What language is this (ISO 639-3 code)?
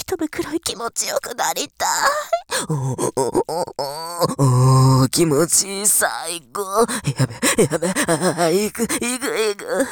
jpn